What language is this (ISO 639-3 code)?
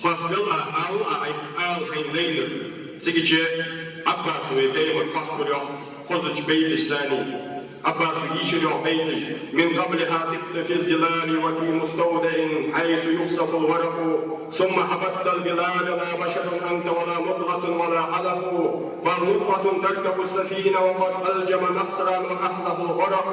inh